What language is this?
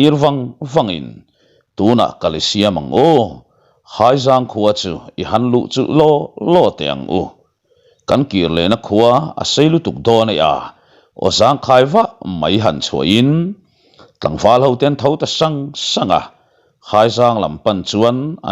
Mizo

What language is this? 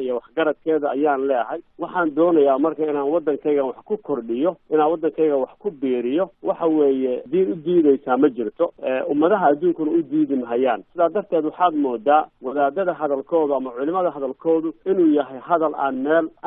Somali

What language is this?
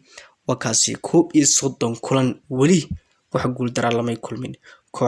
Somali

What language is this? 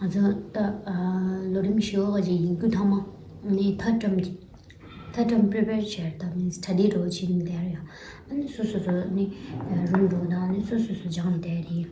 Tibetan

